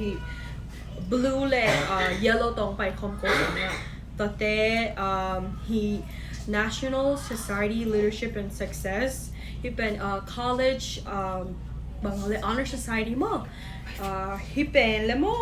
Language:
Tedim Chin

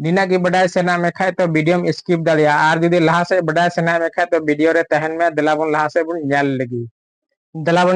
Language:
Santali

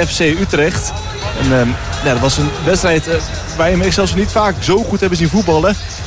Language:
Dutch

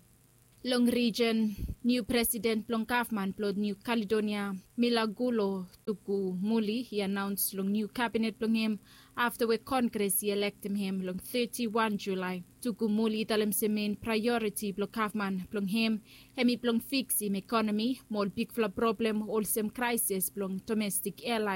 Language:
Bislama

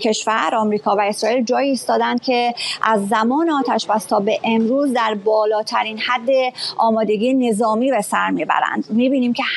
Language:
Persian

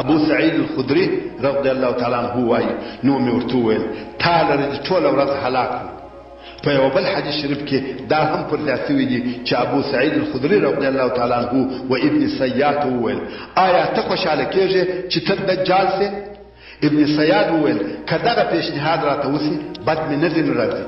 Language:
Pashto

